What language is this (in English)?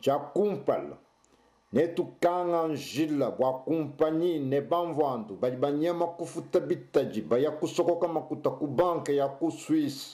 Luba-Lulua